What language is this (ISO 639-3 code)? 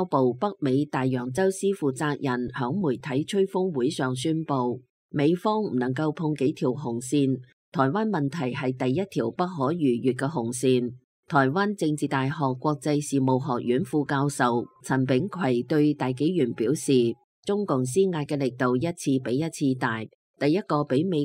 yue